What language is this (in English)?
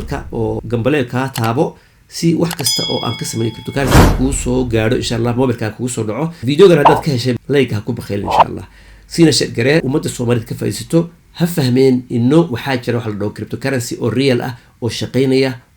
Somali